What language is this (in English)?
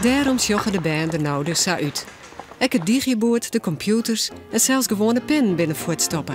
Western Frisian